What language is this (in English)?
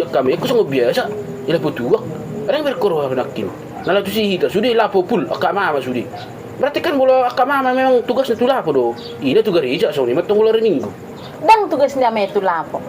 Batak Toba